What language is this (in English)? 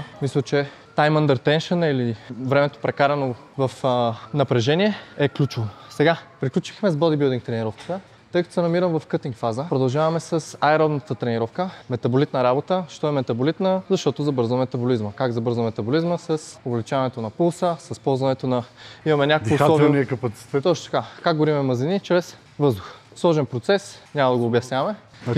Bulgarian